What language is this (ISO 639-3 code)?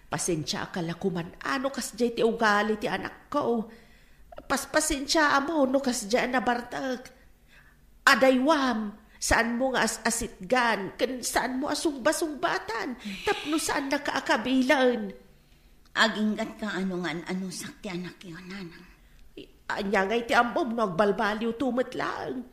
ilo